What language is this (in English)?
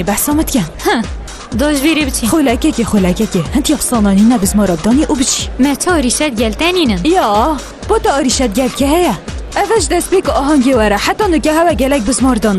Kurdish